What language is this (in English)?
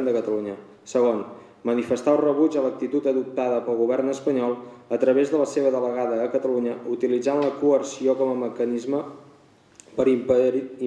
Catalan